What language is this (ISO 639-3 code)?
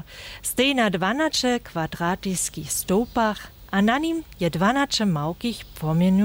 hsb